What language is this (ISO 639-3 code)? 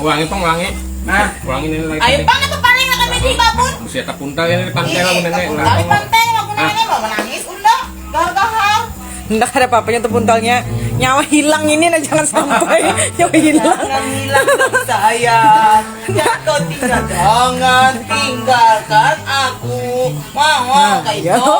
bjn